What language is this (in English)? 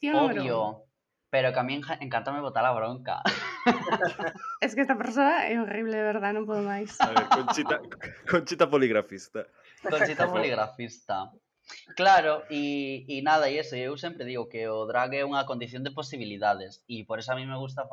Galician